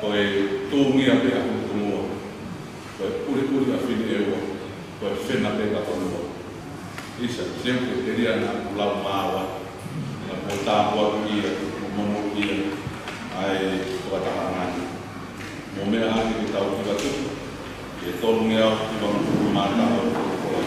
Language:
Tongan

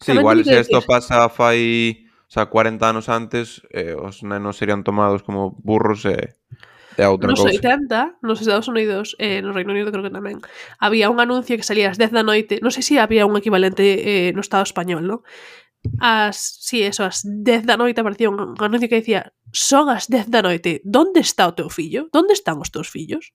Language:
Galician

